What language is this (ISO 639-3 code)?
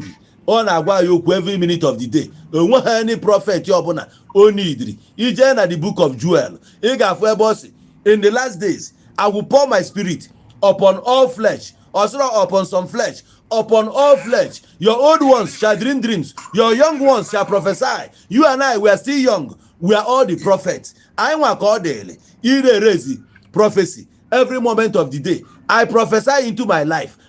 ibo